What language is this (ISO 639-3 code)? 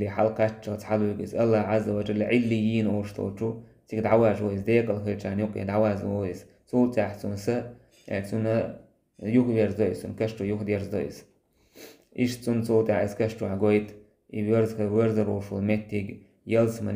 che